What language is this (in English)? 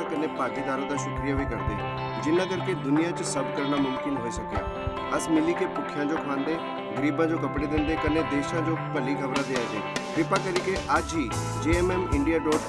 Dogri